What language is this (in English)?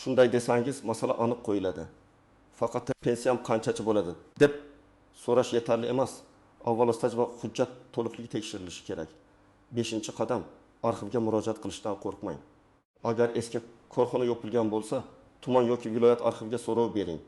Uzbek